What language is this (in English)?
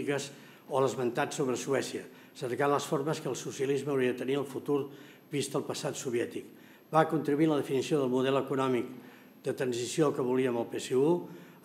Catalan